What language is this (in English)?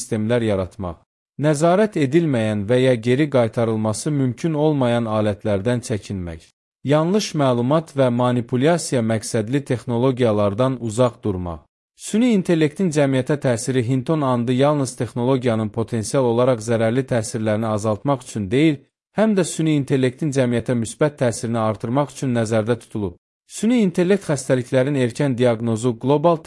Azerbaijani